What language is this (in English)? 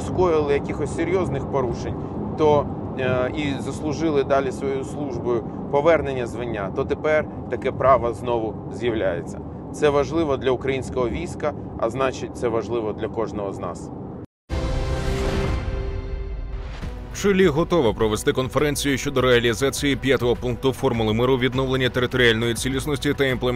Ukrainian